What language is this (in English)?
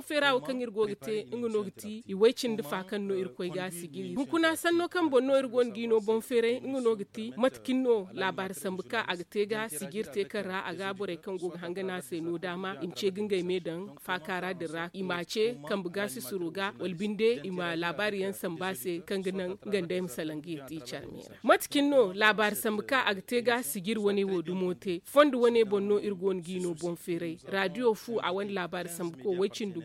Zarma